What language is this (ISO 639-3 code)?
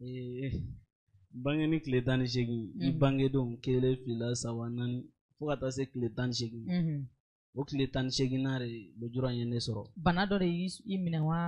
bam